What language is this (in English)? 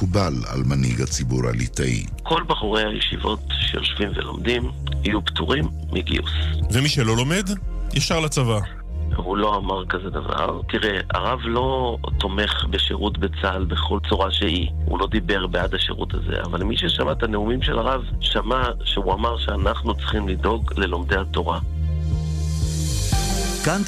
Hebrew